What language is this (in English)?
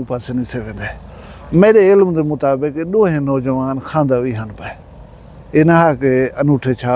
Saraiki